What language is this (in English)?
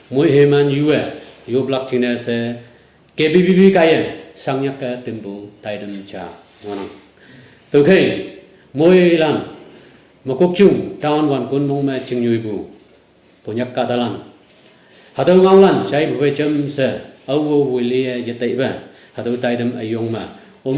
Naga Pidgin